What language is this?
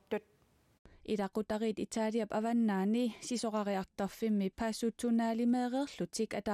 Kalaallisut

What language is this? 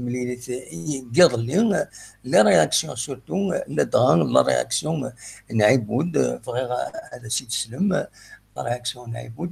Kabyle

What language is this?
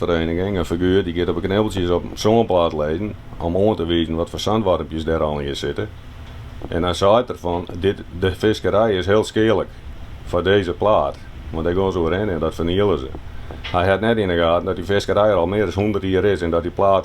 Western Frisian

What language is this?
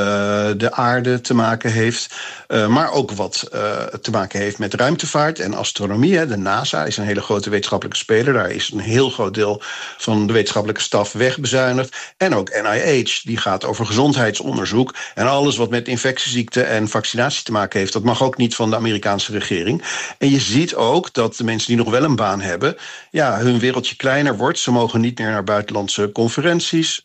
Dutch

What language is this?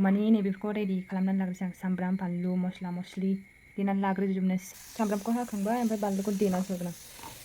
Bodo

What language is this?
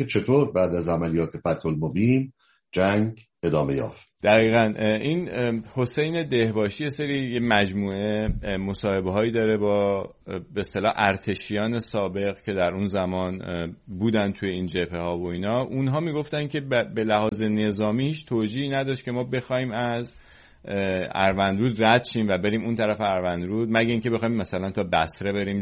Persian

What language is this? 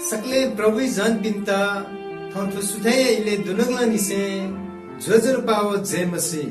Newari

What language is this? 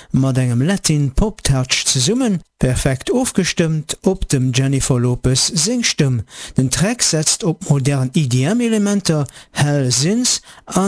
Luxembourgish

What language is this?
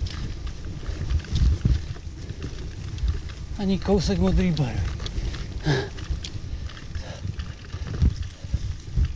Czech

